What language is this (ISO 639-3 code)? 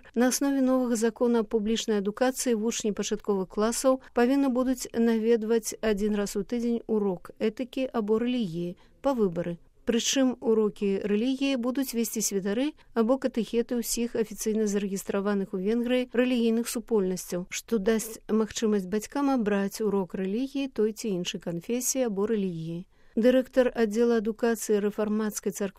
bel